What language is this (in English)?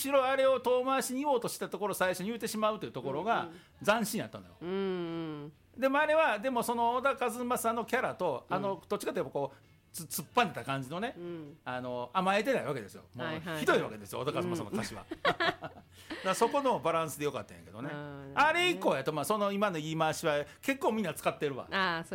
Japanese